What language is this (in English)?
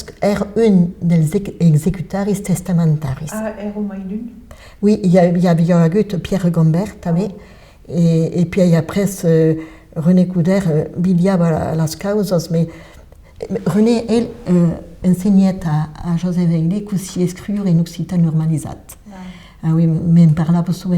Occitan